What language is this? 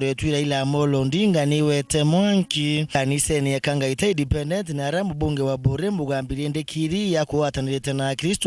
Meru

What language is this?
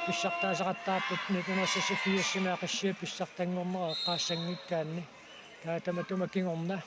Kalaallisut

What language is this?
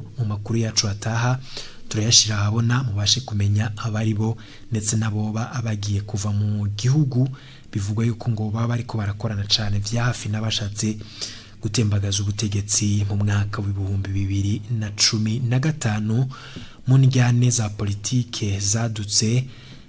Rundi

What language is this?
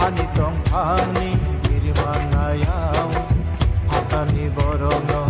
Kok Borok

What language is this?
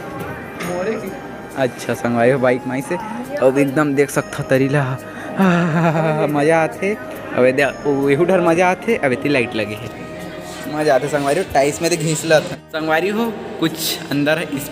Chhattisgarhi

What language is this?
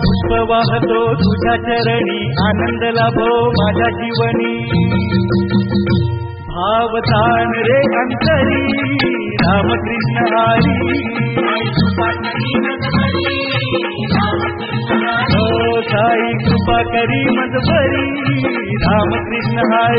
Marathi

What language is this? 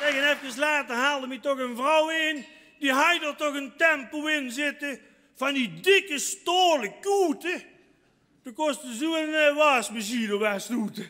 Limburgish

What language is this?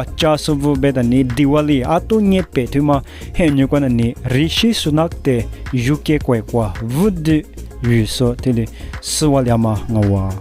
Lisu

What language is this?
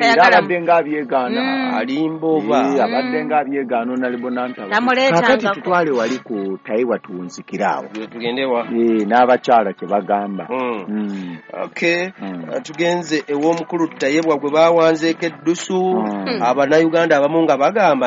Ganda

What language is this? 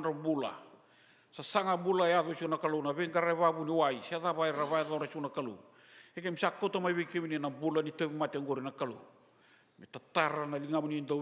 Fijian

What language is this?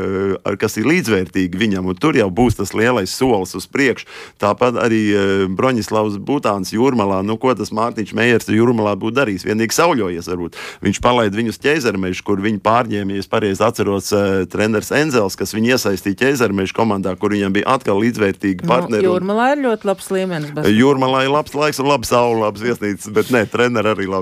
Latvian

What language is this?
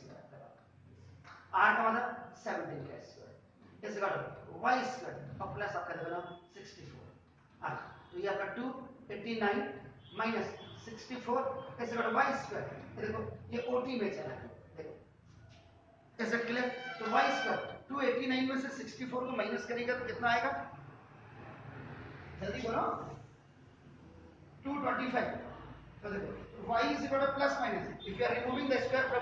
Hindi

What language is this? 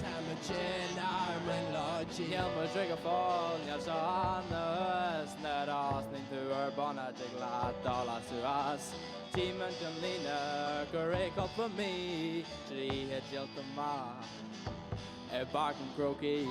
Irish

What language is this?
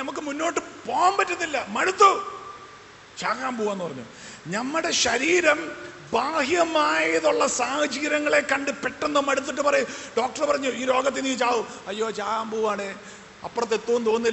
Malayalam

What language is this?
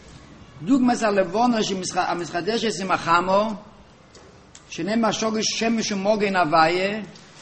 Hebrew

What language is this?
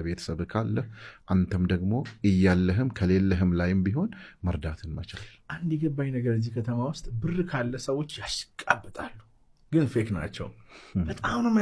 Amharic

